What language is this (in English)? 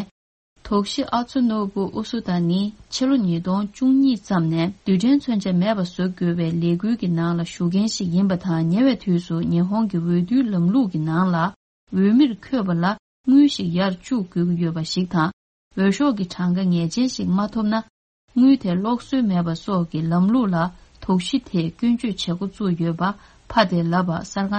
Tibetan